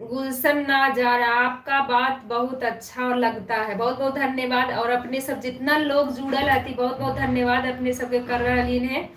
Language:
Magahi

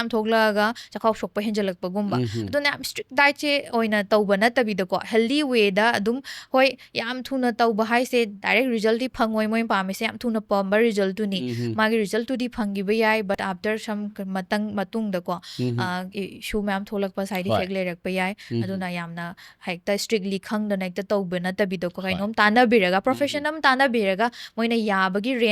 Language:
Manipuri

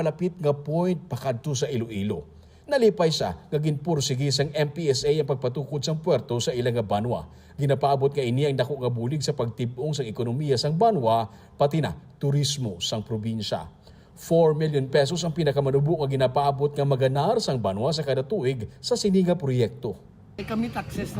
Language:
Hiligaynon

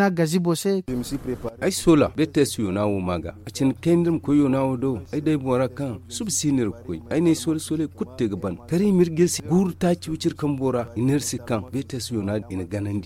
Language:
Zarma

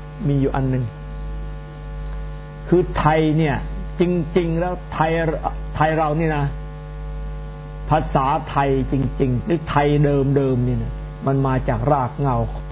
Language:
Thai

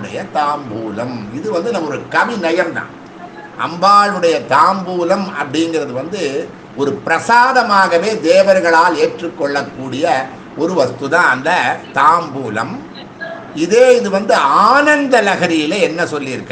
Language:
Tamil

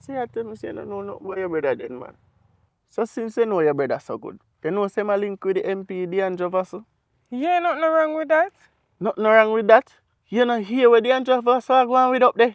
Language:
Jamaican Creole English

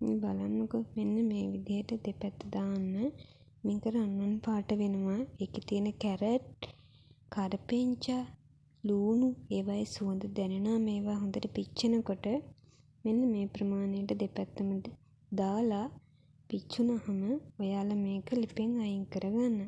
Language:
Sinhala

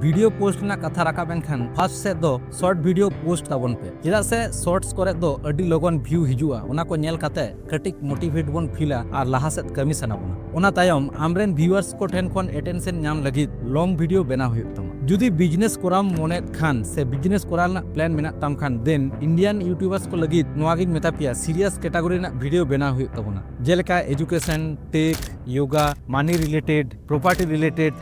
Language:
Santali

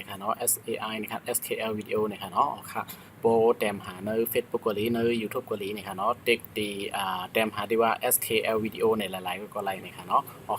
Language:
Shan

